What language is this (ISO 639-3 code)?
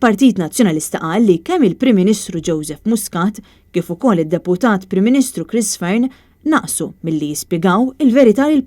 mlt